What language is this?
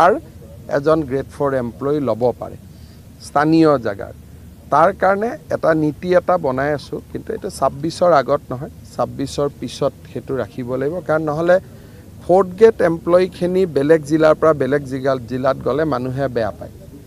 Assamese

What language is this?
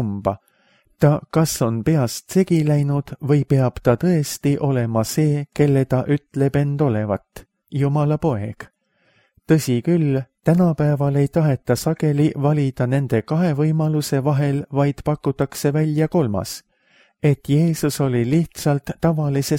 Estonian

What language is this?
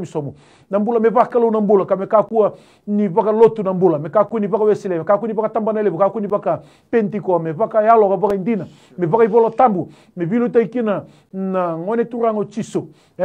Fijian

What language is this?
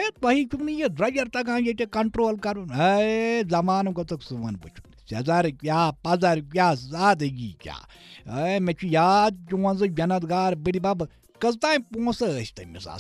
Kashmiri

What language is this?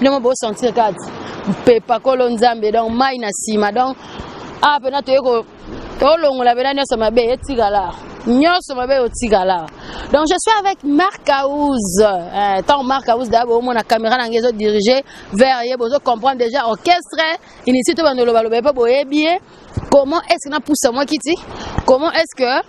Lingala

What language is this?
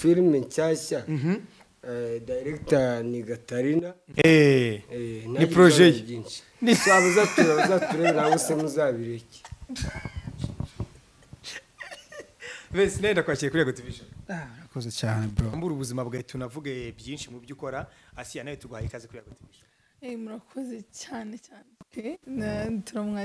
Kinyarwanda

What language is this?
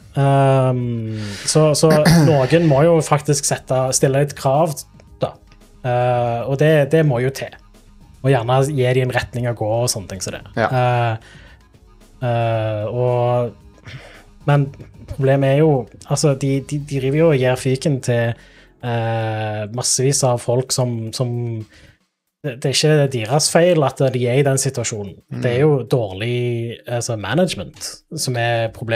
Norwegian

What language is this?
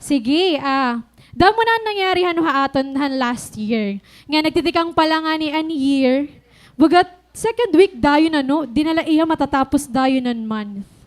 Waray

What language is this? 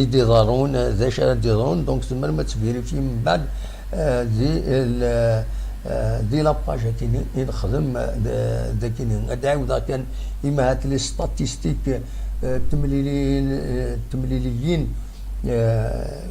Kabyle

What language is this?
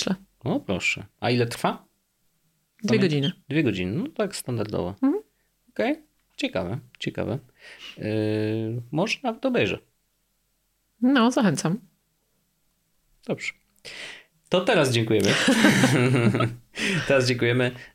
Polish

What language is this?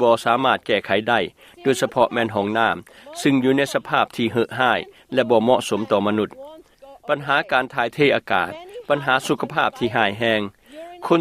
Lao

